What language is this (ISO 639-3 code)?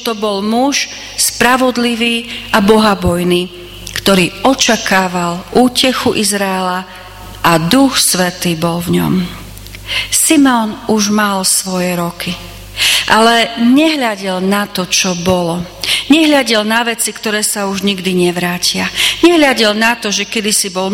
slk